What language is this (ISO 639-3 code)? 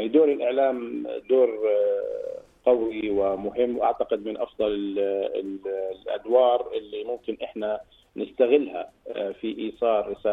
apc